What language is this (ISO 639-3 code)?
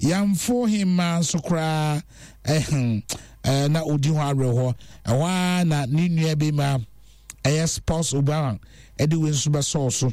aka